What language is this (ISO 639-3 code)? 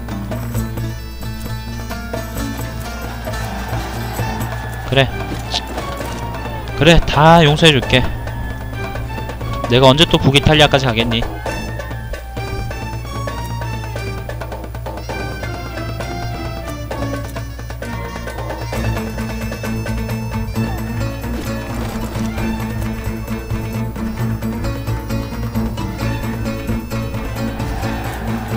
kor